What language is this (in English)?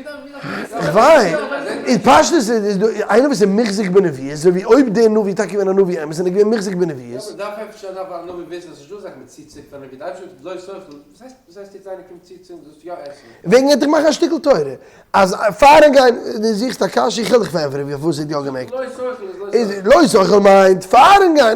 Yiddish